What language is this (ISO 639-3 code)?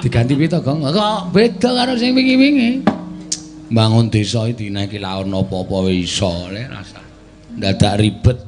jav